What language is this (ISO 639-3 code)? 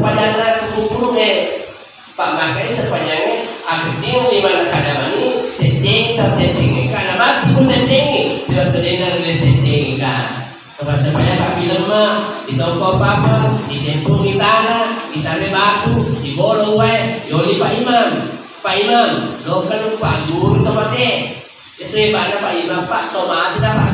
bug